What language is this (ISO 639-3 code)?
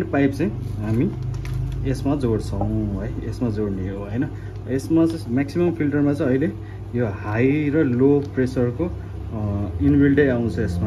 nep